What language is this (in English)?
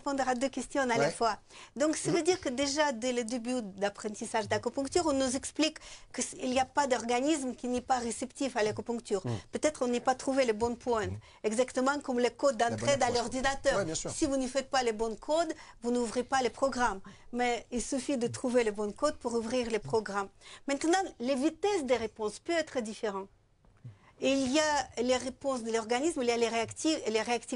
French